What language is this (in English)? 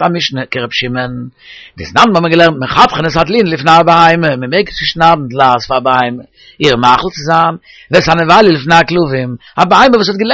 Yiddish